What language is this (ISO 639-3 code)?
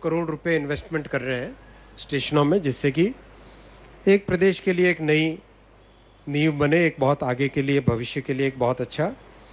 hin